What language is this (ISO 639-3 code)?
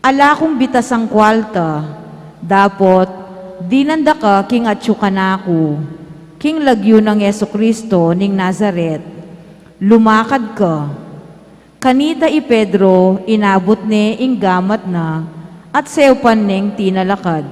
pam